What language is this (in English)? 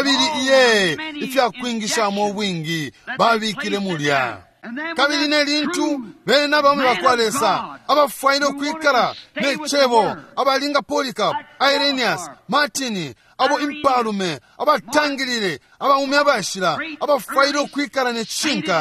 Bemba